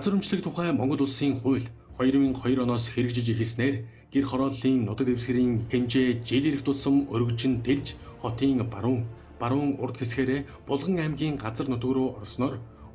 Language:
Mongolian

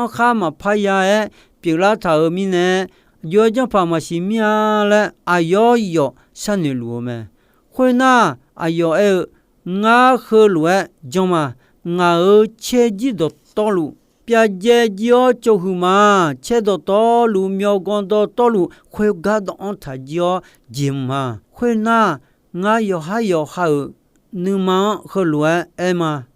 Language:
Akha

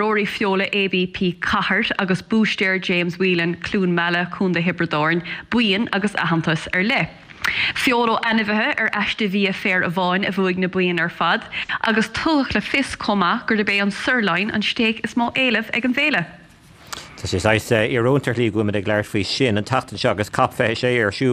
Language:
Irish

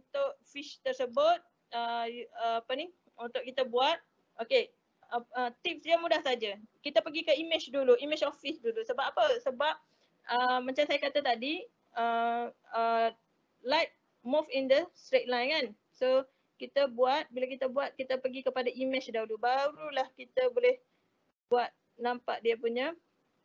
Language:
Malay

